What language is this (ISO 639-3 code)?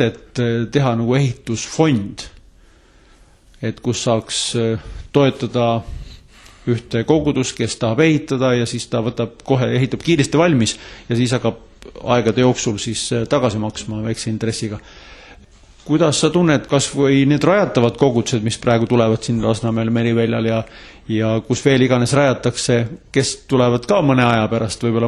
est